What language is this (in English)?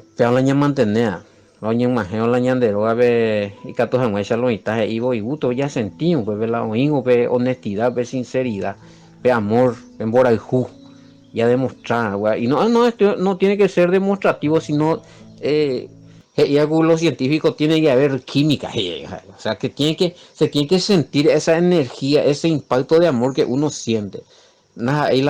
Guarani